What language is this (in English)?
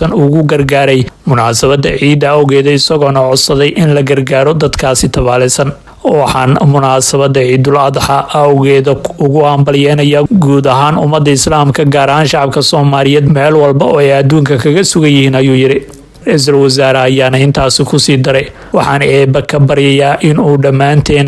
Somali